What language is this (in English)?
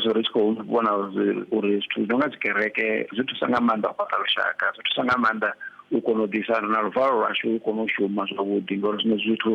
Venda